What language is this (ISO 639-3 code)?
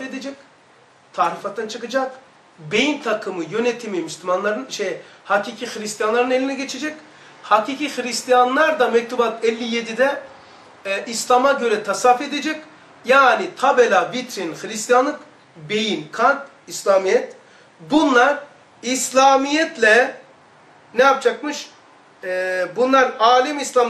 tur